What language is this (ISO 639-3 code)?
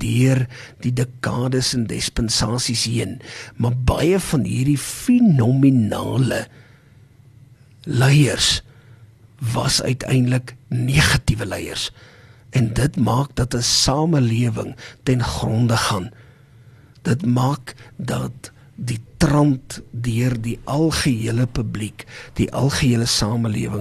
afr